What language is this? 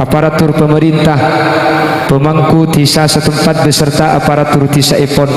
Madurese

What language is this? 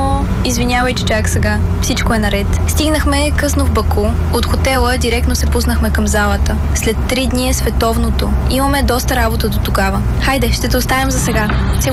Bulgarian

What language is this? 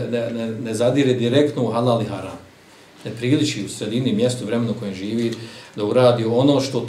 Bosnian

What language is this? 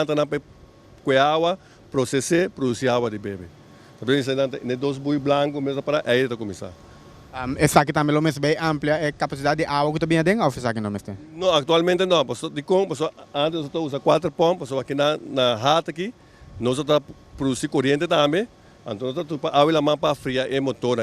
Papiamento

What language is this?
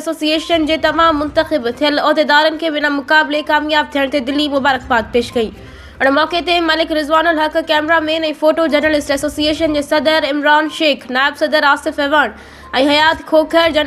Sindhi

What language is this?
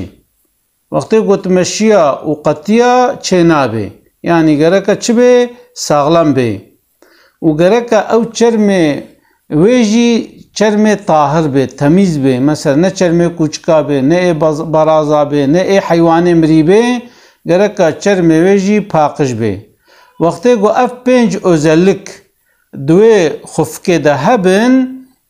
Kurdish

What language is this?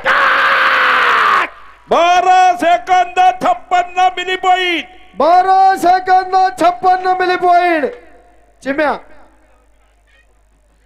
Marathi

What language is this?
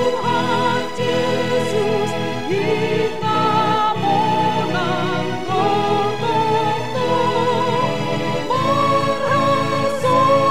Batak Simalungun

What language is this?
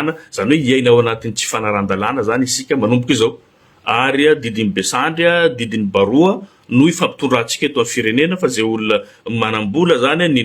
Malagasy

